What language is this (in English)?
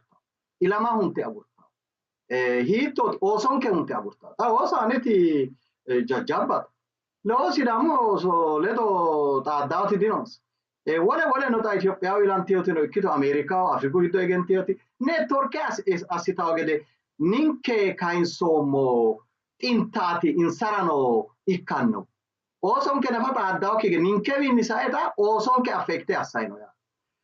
Sidamo